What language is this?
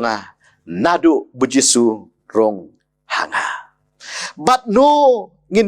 Khasi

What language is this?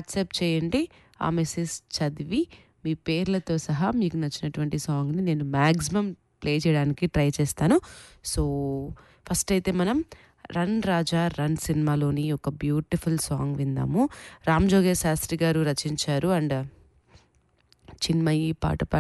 Telugu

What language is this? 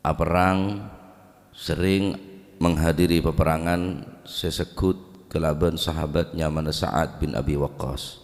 Madurese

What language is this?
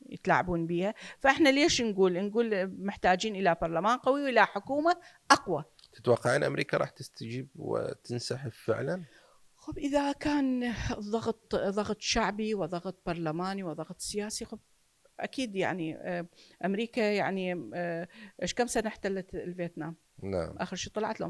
Mesopotamian Arabic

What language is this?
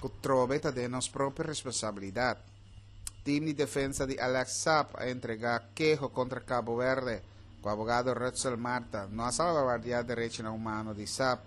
Papiamento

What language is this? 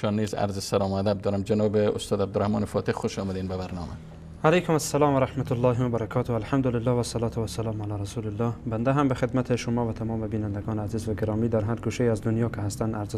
Persian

